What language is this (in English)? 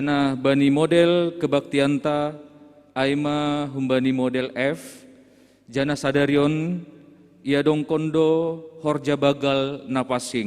Batak Simalungun